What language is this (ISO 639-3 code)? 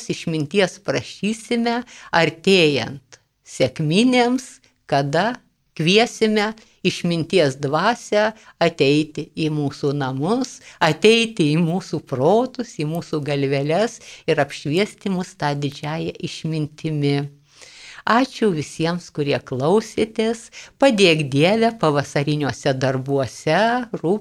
lit